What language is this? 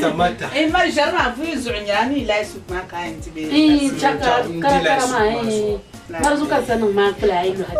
Dagbani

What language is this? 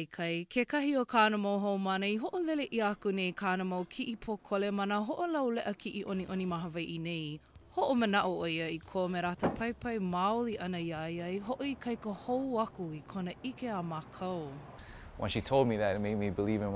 Hawaiian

